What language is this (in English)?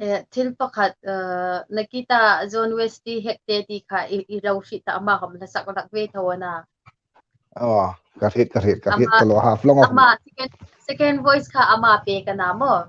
Hmar